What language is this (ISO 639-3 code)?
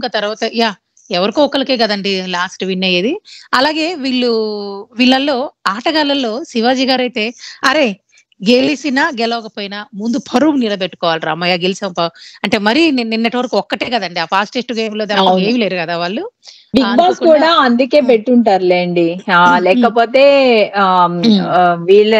tel